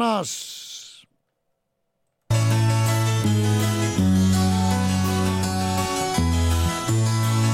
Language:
Basque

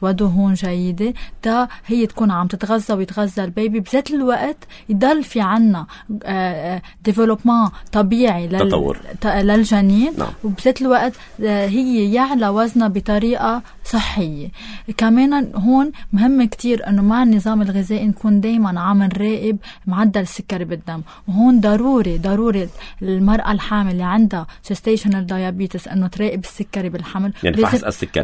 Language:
North Levantine Arabic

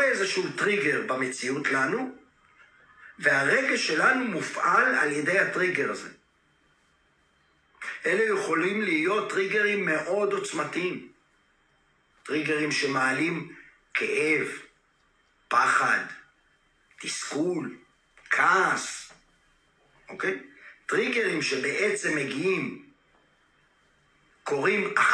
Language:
Hebrew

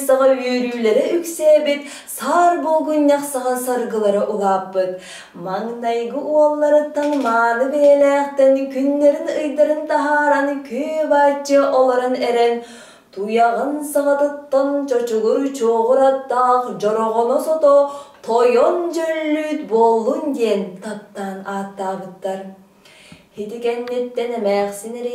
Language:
Yakut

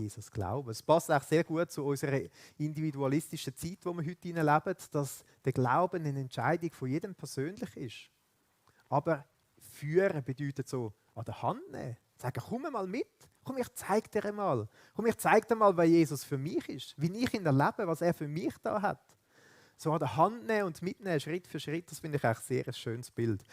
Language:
Swiss German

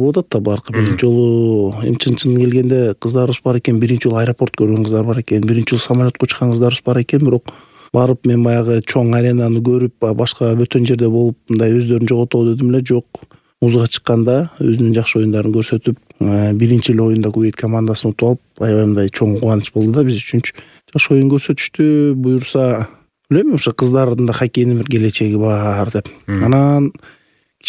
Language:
Kyrgyz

